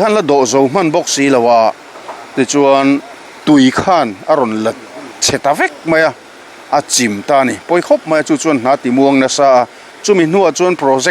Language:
Mizo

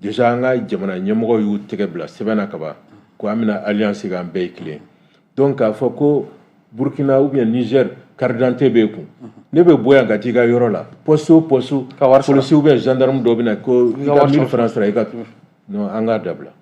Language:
Bambara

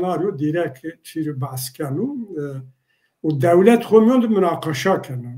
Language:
Zaza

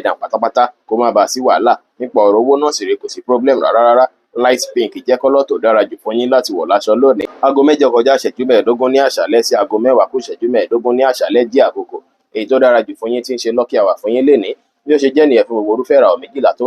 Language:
Yoruba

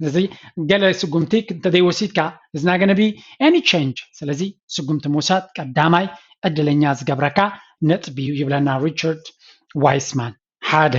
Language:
Tigrinya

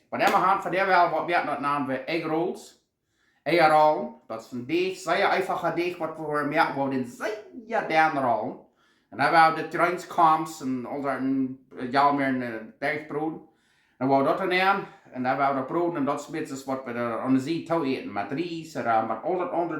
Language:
Plautdietsch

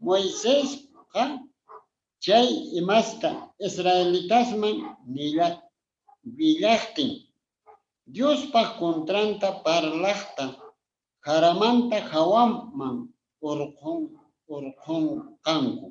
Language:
Quechua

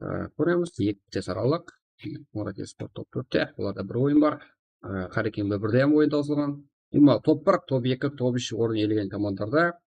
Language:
Kara-Kalpak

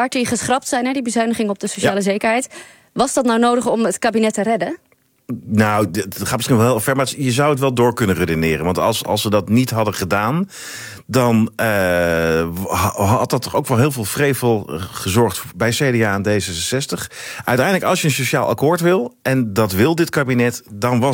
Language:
Dutch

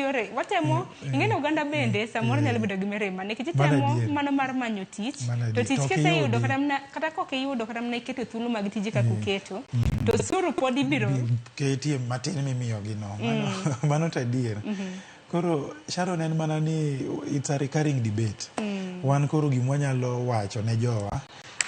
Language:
Luo (Kenya and Tanzania)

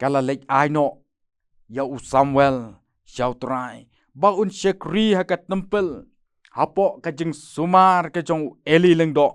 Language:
Khasi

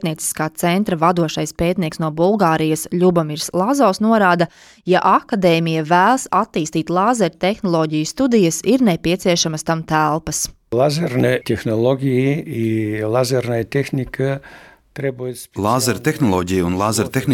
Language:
Latvian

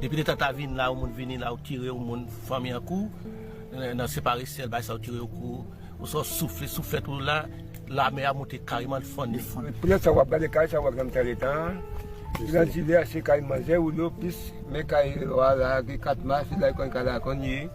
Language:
Haitian Creole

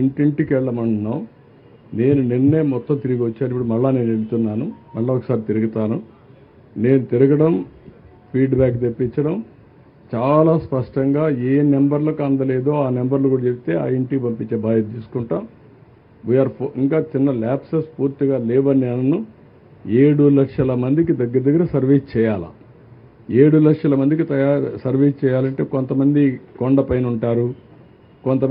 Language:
Telugu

